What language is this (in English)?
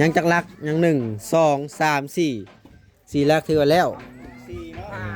Lao